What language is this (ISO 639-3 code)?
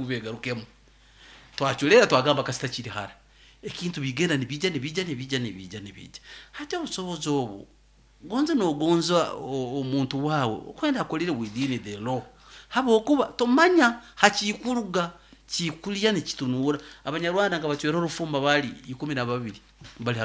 nyo